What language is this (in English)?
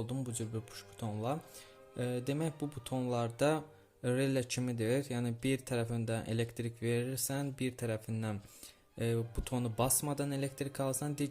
Azerbaijani